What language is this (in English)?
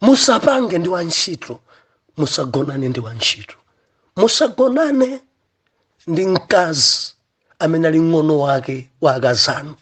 Nyanja